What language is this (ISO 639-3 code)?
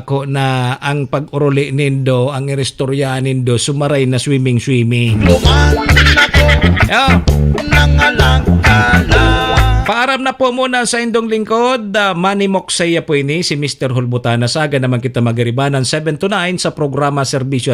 bik